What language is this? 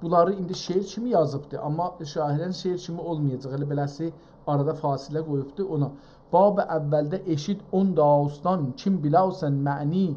South Azerbaijani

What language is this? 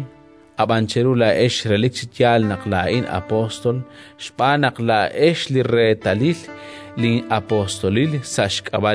Kekchí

